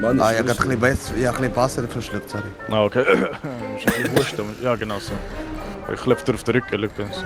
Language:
Swiss German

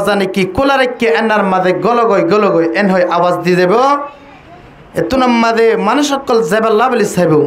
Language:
Rohingya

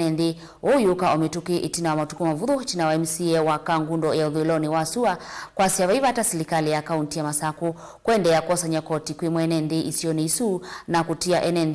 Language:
Kamba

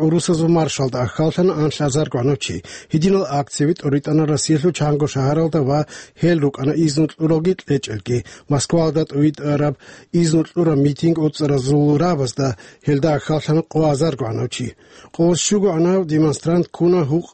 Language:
Avaric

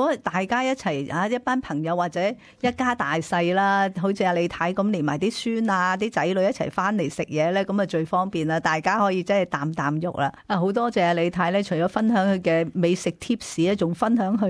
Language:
Cantonese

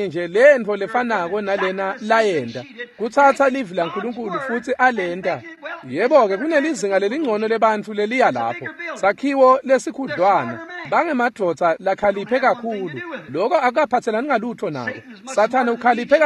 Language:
Swati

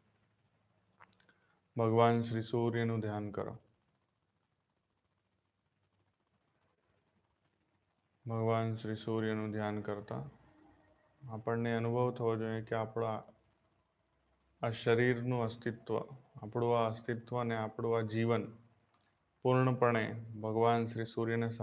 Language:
Gujarati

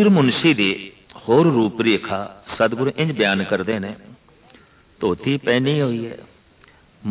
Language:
Punjabi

